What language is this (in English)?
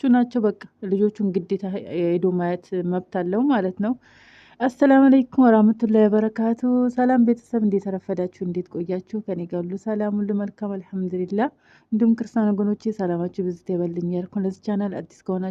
Amharic